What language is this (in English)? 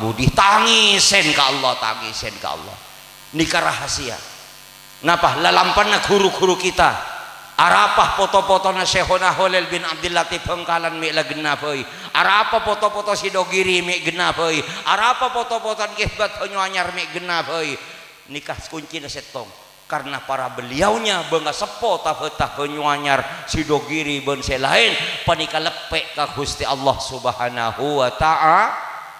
Madurese